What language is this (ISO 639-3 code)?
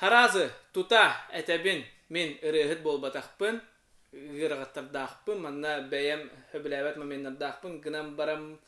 sah